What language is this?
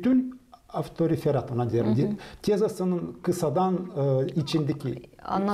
Gagauz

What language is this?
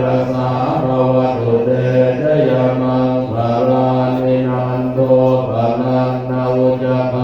Pali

